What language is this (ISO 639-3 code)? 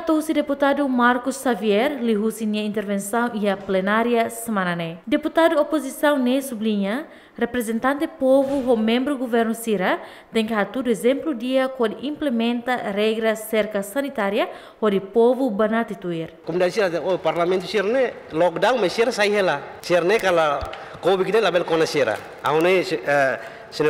tet